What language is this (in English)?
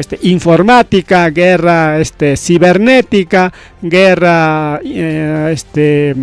Ayacucho Quechua